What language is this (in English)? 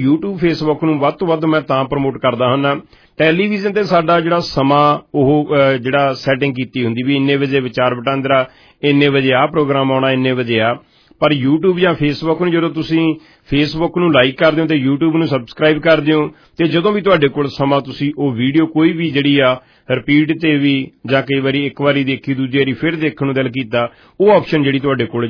Punjabi